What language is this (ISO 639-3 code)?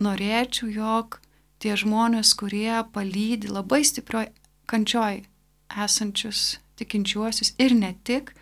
lit